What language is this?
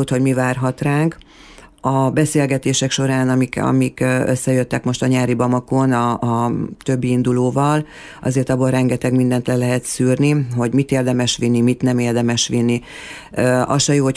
Hungarian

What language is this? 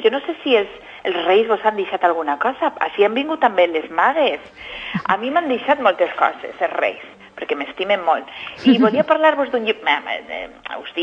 Catalan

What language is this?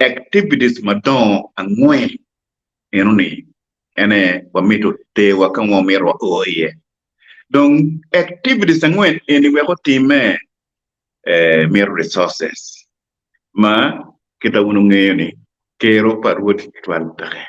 Acoli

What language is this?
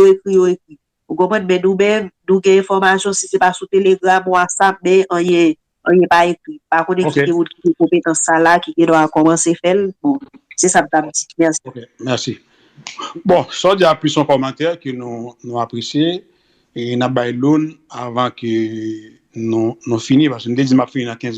Haitian Creole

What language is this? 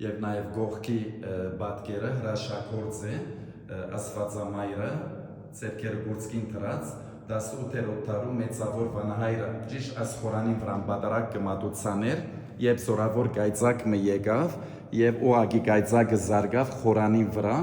Western Armenian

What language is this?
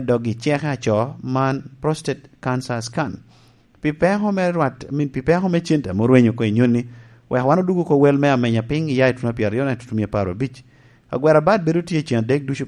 Lango (Uganda)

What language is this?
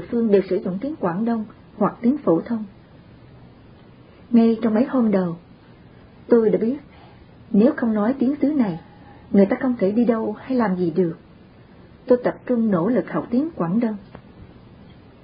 Vietnamese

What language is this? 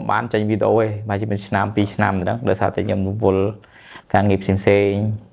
Khmer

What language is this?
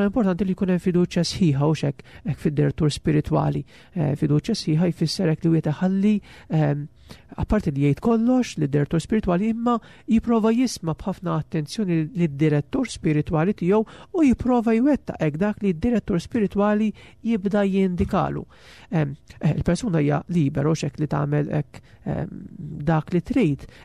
Maltese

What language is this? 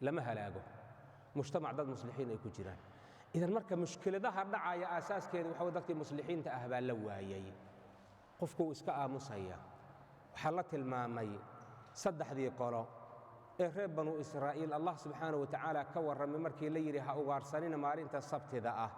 Somali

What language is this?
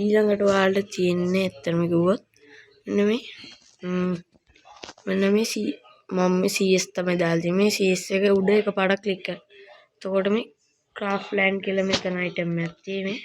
Sinhala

